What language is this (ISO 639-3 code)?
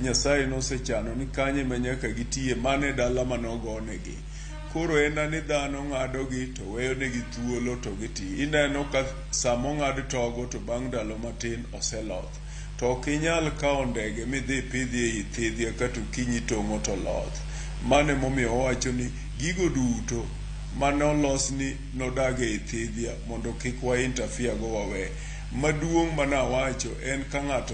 luo